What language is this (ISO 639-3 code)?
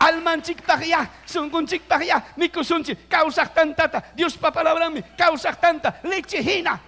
quy